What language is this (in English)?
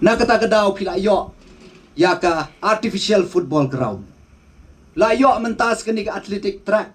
Khasi